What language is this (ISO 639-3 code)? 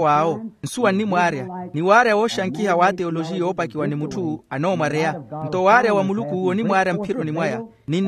vmw